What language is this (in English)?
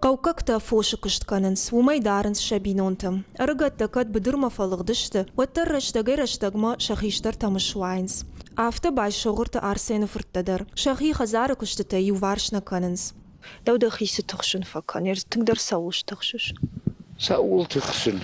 Ossetic